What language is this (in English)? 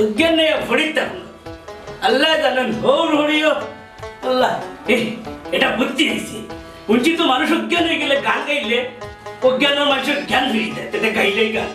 Sylheti